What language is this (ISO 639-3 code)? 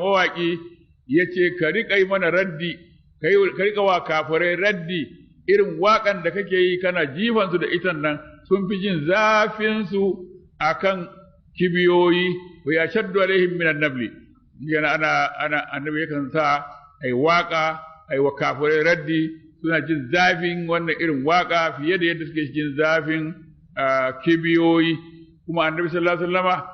hau